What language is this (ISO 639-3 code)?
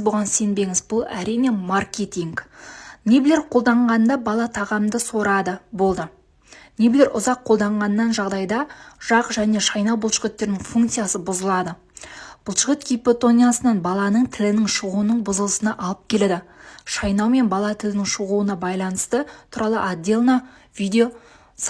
kaz